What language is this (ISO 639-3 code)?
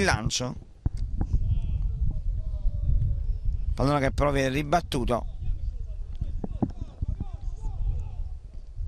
ita